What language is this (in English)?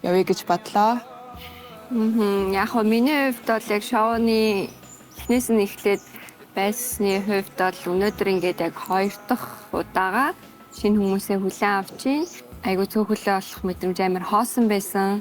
Mongolian